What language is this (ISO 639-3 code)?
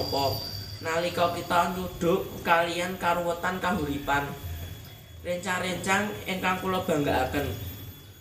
jav